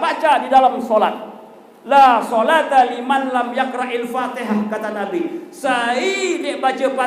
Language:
Sasak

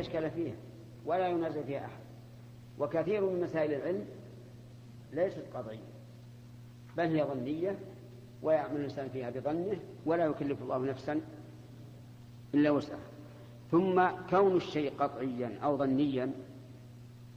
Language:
Arabic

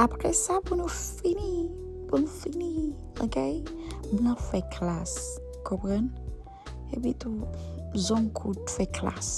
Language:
Haitian Creole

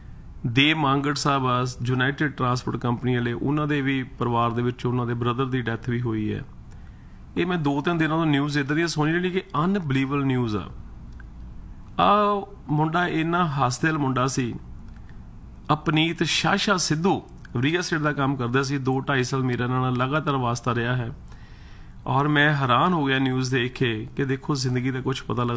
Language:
Punjabi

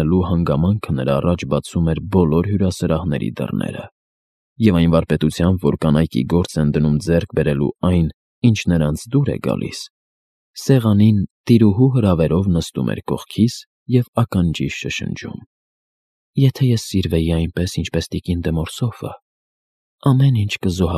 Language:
Armenian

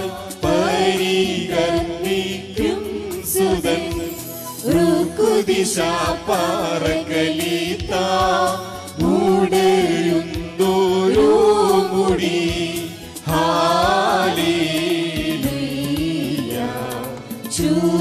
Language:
Malayalam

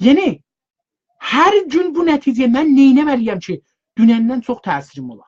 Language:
South Azerbaijani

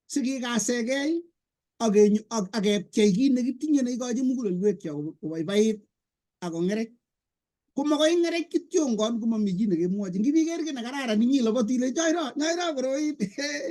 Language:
Kalenjin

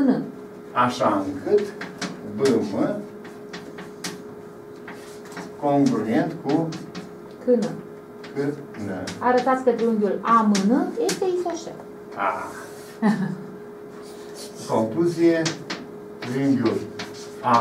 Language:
Romanian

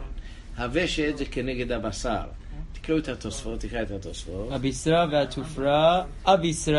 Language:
Hebrew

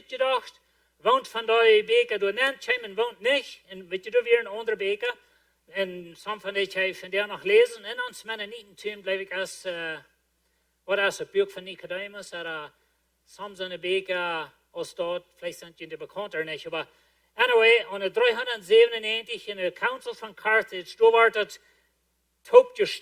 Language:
Plautdietsch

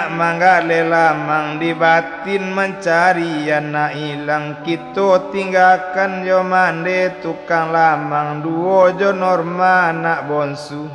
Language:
Minangkabau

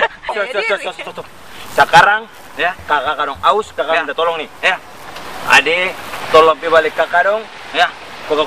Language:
Ambonese Malay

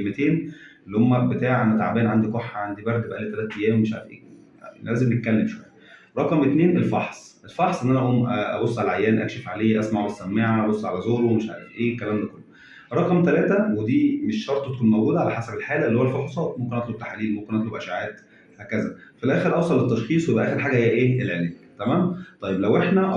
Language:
Egyptian Arabic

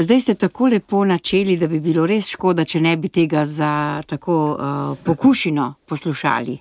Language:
Slovenian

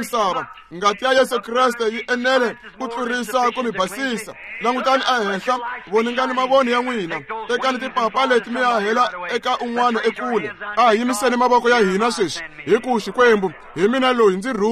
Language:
Tsonga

